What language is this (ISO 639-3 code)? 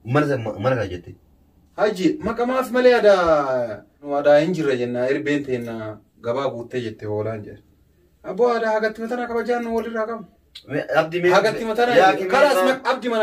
orm